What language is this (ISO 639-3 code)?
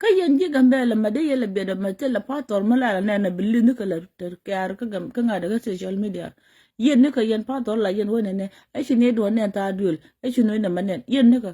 nus